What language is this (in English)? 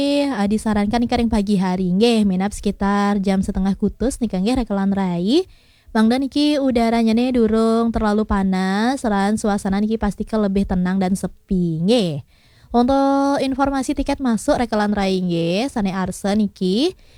Balinese